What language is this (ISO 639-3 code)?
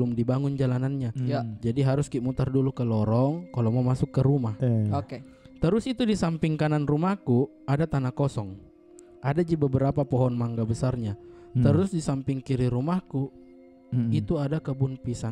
mfp